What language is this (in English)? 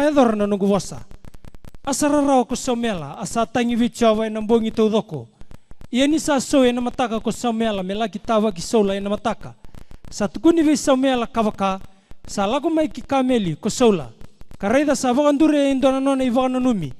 Fijian